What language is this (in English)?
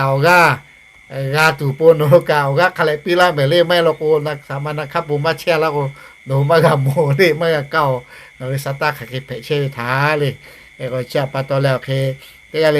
Lahu